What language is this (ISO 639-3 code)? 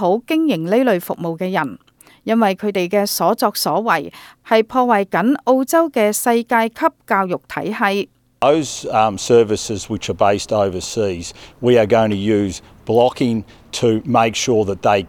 yue